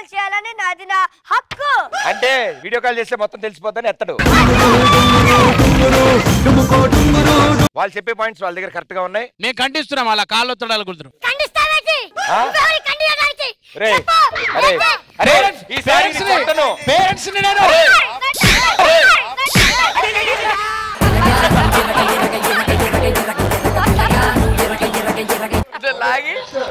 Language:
Telugu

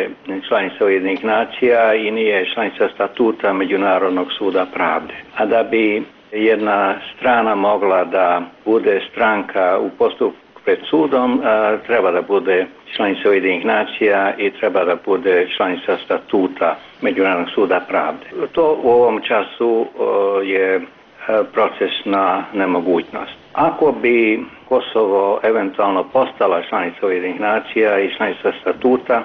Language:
Serbian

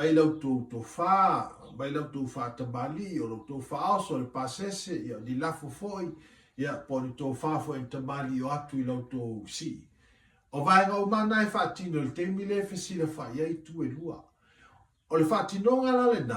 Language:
Samoan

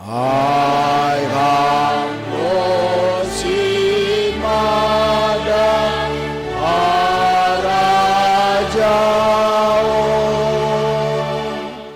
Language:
Batak Simalungun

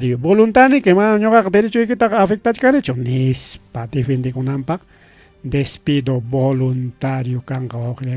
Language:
Ayacucho Quechua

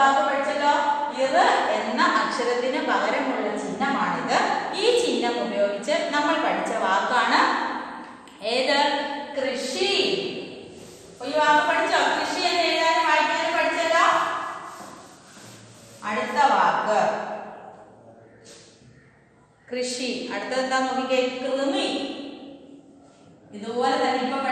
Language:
Malayalam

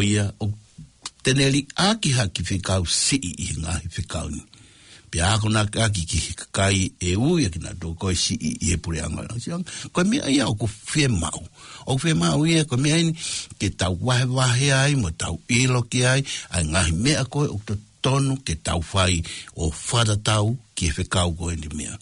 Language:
Tongan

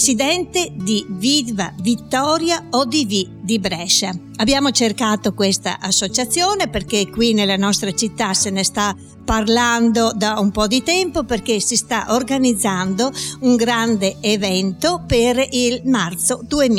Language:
Italian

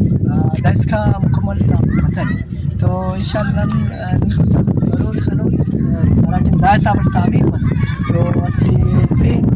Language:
Brahui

